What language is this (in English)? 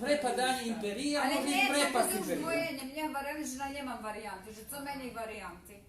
Rusyn